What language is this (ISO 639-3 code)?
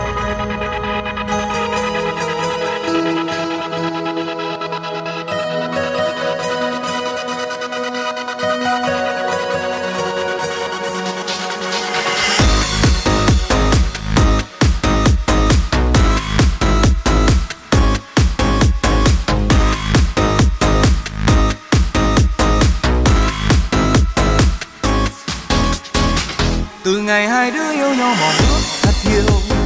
vie